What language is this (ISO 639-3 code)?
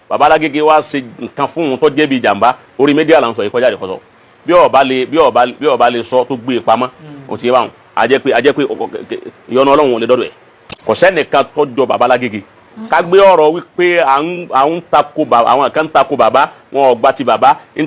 yor